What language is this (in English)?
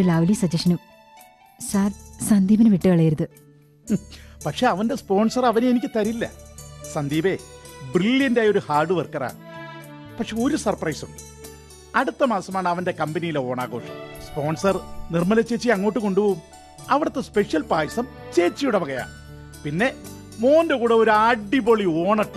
Malayalam